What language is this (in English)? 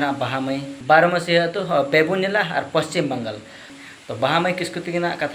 Santali